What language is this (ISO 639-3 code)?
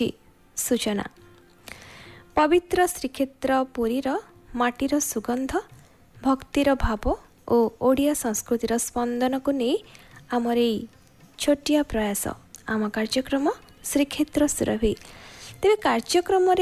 ori